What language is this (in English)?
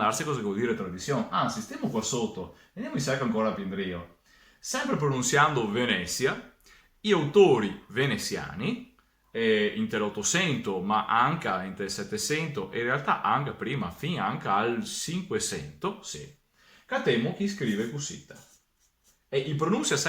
Venetian